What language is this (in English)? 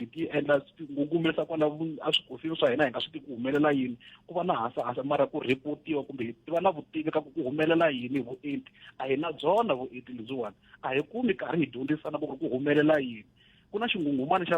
Tsonga